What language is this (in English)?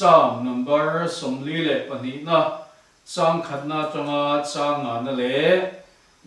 Mizo